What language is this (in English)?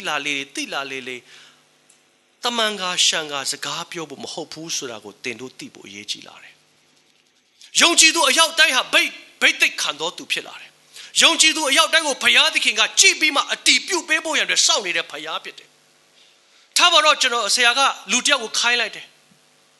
Burmese